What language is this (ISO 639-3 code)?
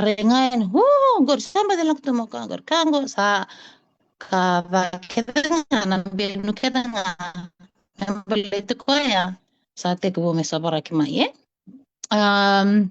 fij